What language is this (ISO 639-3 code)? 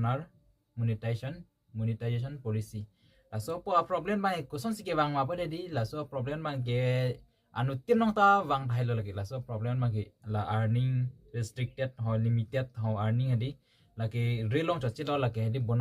mjw